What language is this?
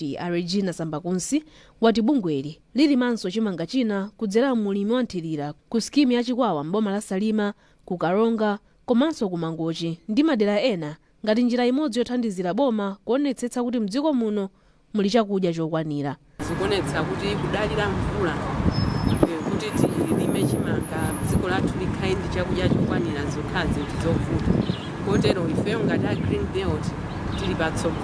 Nyanja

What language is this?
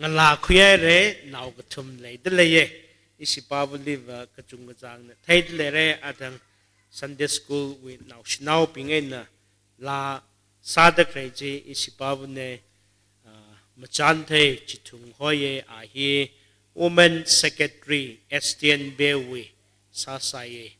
Tangkhul Naga (India)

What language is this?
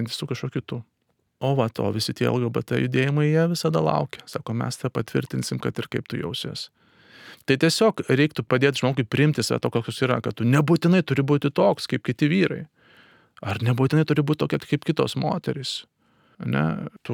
Lithuanian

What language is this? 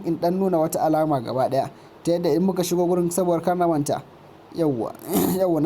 Hausa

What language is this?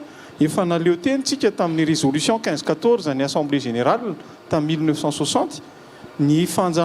Malagasy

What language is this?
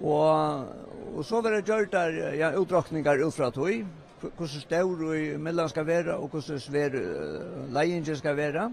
Faroese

